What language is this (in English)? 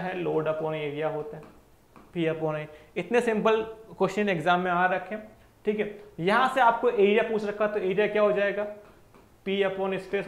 Hindi